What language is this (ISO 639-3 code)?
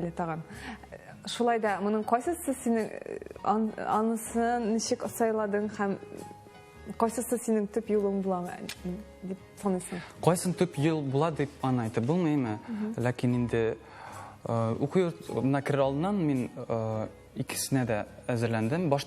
tat